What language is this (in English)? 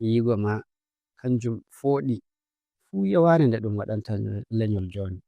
Fula